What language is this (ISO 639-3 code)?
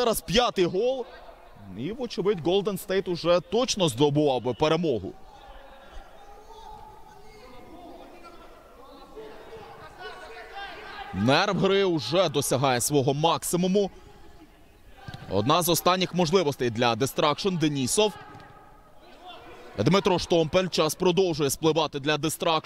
ukr